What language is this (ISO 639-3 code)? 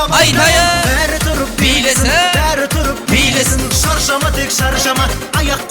kaa